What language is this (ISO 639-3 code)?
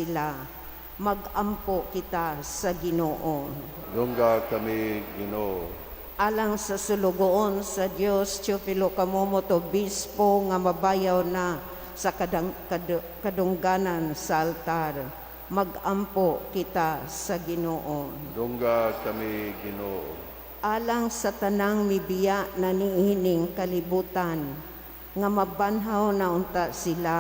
ceb